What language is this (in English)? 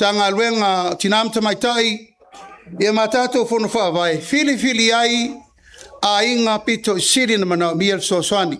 Samoan